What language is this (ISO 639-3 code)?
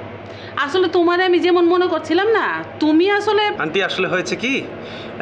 ben